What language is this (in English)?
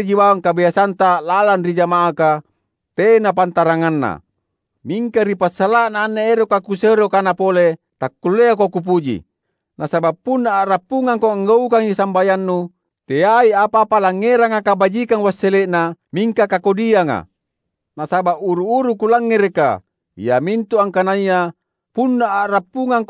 Makasar